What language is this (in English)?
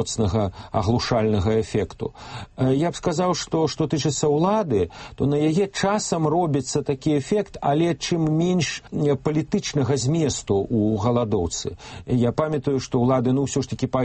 Belarusian